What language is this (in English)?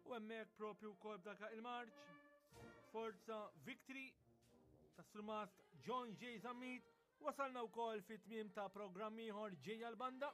Maltese